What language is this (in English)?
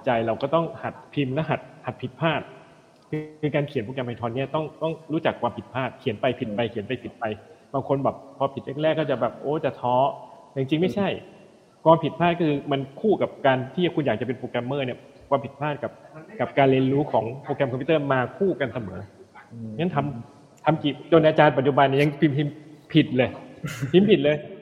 Thai